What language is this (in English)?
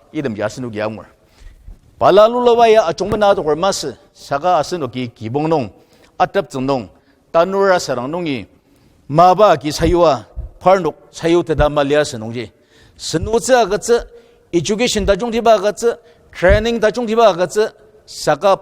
Ao Naga